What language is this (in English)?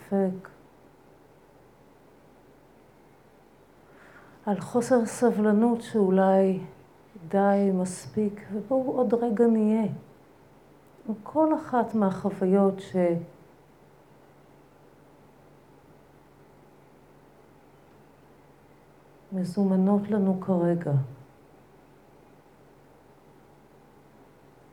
Hebrew